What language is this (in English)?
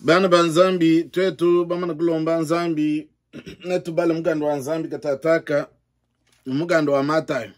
Luba-Lulua